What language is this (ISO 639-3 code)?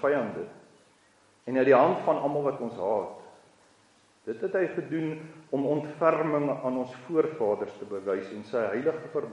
afr